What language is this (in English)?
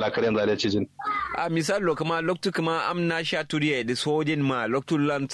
Kanuri